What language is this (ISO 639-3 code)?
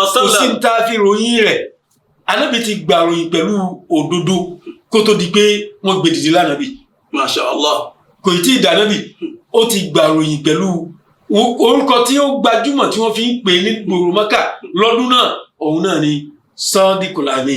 yor